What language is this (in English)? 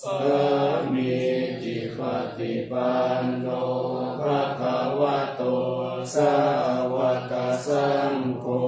Pali